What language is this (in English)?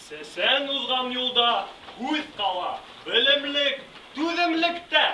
Bashkir